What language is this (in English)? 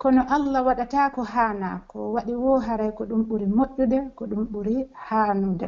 Pular